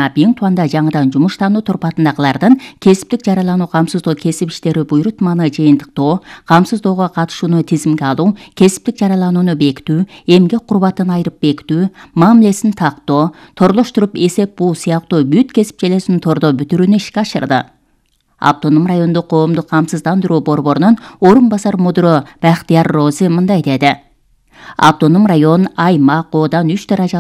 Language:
Kyrgyz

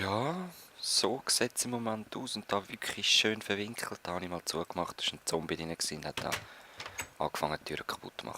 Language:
Swiss German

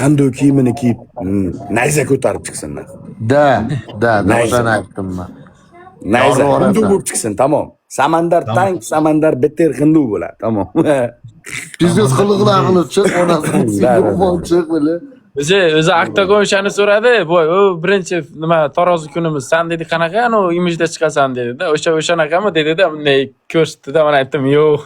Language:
Uzbek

